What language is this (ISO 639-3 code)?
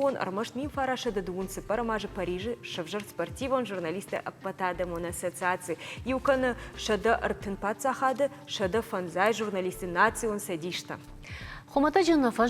oss